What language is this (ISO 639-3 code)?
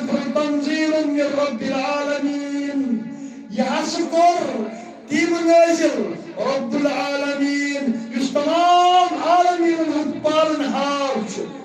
kas